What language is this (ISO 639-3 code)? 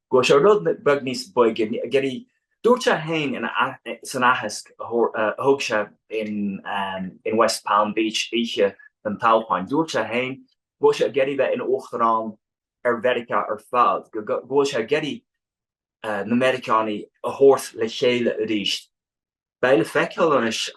gle